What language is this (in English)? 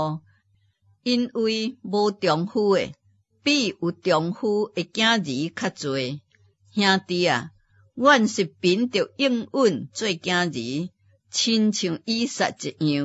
Min Nan Chinese